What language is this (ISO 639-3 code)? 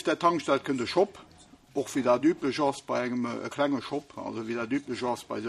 ltz